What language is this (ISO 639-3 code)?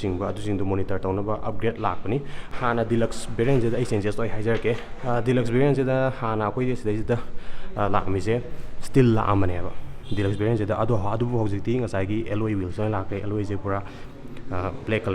mni